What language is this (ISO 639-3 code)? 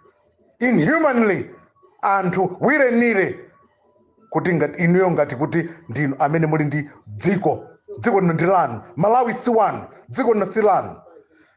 nya